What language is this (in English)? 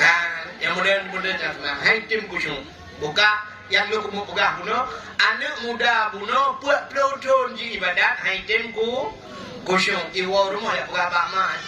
Achinese